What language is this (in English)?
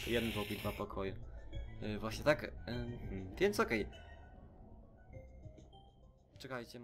Polish